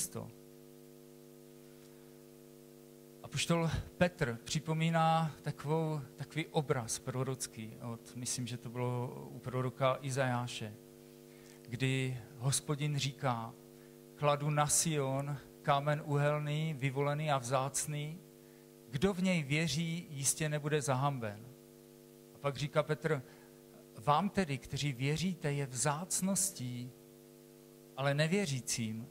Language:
Czech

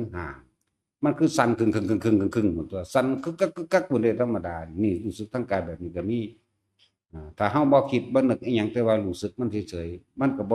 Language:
Northeastern Thai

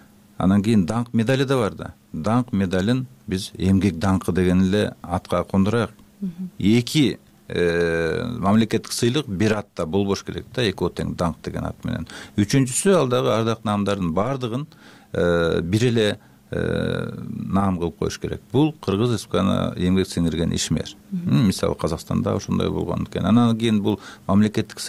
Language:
Kyrgyz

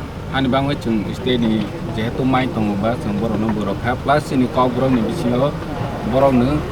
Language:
Kok Borok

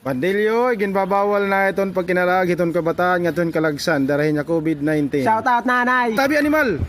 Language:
Waray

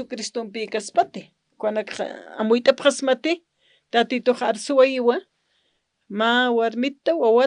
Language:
Aymara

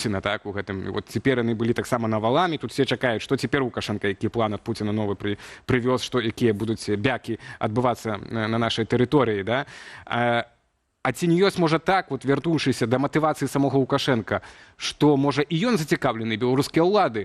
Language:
Belarusian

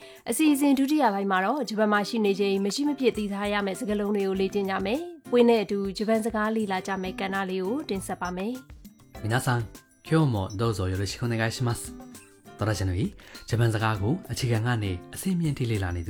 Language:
Burmese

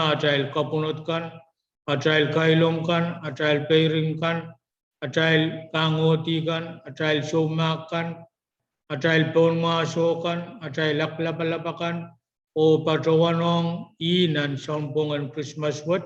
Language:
Pohnpeian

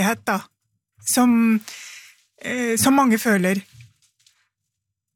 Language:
Norwegian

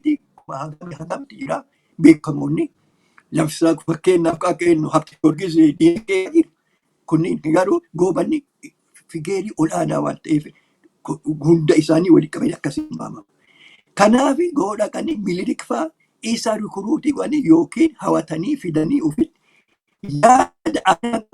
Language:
Oromo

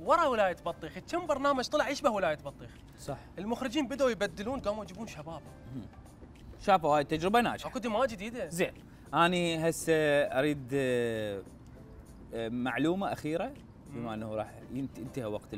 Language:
Mesopotamian Arabic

